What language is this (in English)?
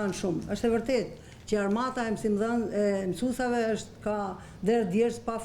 Albanian